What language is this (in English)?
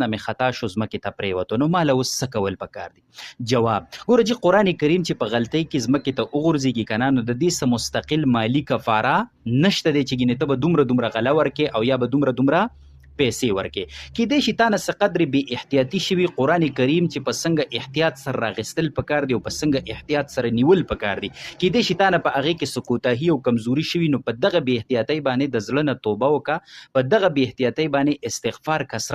Pashto